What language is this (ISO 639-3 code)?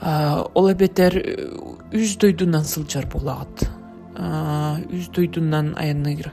sah